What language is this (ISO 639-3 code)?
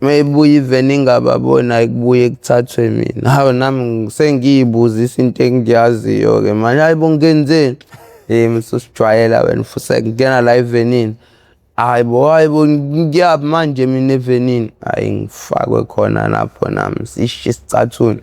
zul